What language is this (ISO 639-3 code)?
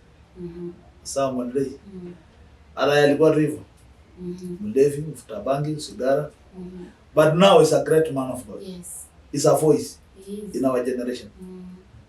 mas